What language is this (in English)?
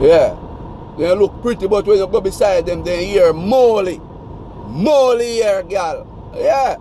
Jamaican Creole English